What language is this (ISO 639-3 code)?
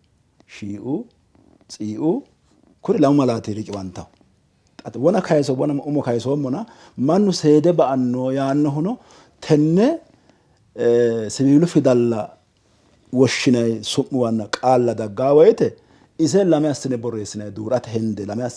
sid